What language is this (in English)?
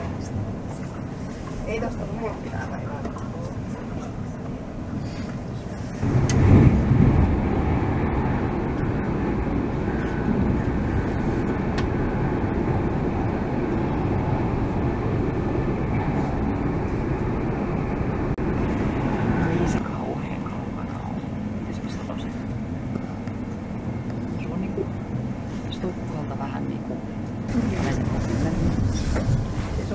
Finnish